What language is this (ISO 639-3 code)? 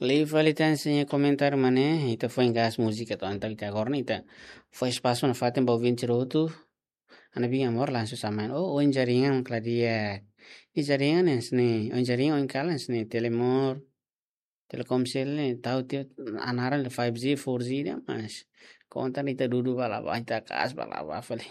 tet